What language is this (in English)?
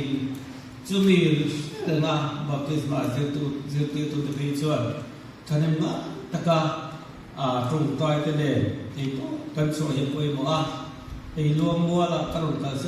Mizo